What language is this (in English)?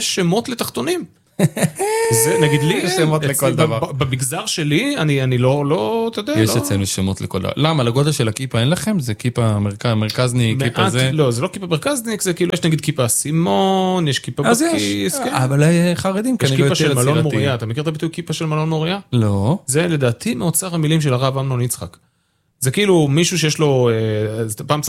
Hebrew